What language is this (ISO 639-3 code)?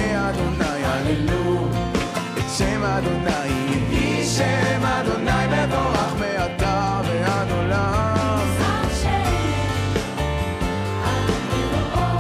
heb